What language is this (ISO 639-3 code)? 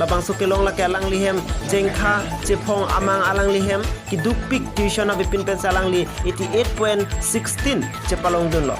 mjw